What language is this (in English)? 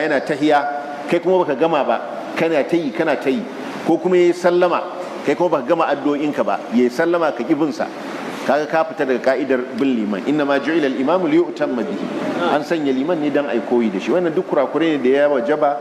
Hausa